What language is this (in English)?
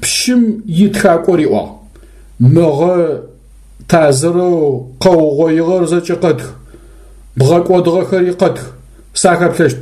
Adyghe